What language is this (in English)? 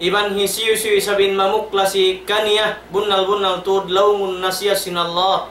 Tausug